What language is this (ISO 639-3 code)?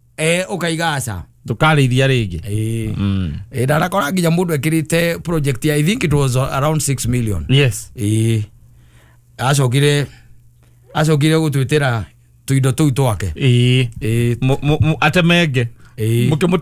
kik